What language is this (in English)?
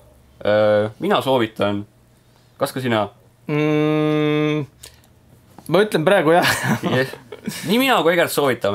Estonian